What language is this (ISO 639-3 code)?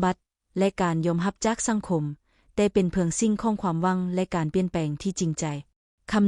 lao